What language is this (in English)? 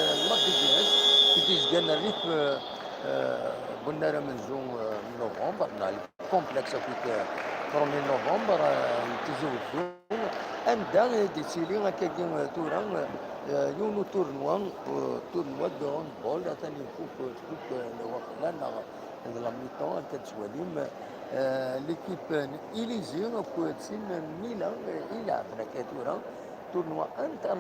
Kabyle